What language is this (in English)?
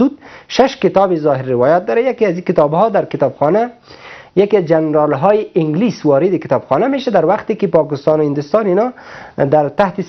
Persian